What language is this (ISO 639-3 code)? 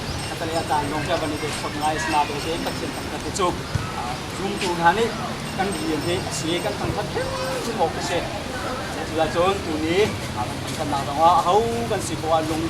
cnh